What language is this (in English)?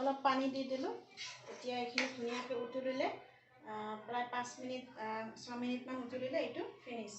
Assamese